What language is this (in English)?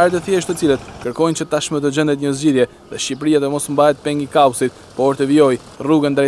Albanian